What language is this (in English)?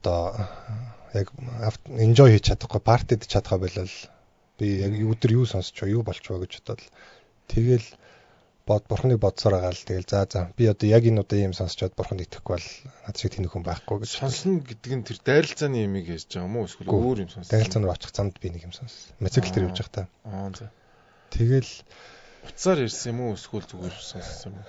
Mongolian